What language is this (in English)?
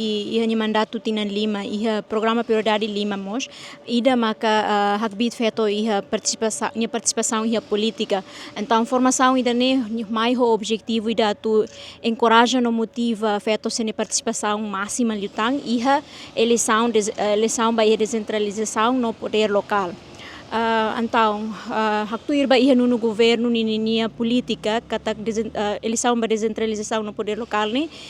Tetum